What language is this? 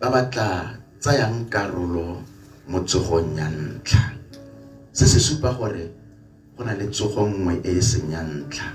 Tswana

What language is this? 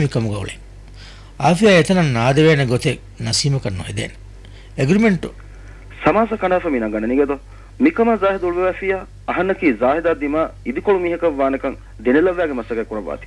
Divehi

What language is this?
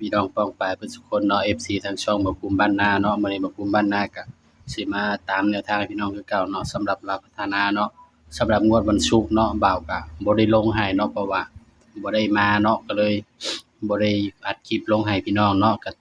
Northeastern Thai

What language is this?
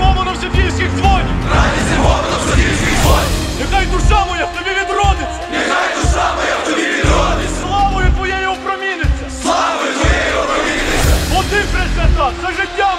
Ukrainian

